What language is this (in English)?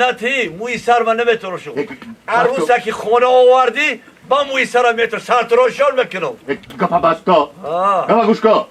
Tajik